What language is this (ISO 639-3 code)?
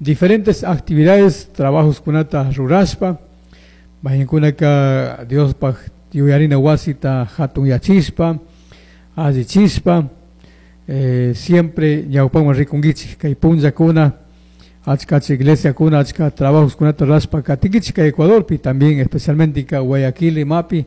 qug